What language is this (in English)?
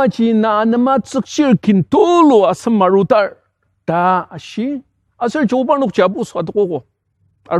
Ao Naga